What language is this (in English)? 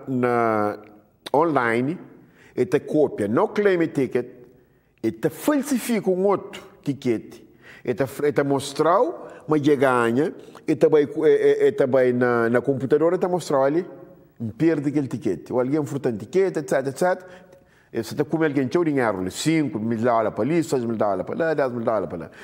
Kabuverdianu